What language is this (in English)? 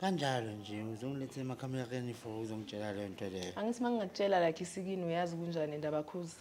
Zulu